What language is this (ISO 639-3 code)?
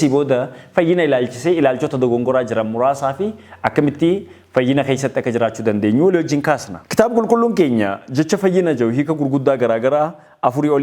orm